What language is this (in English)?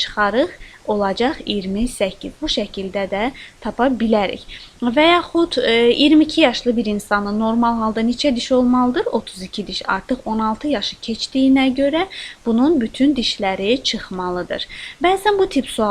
Azerbaijani